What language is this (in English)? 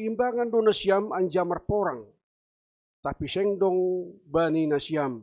Batak Simalungun